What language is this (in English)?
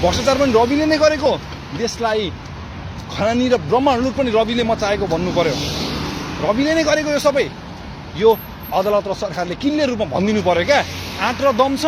Nepali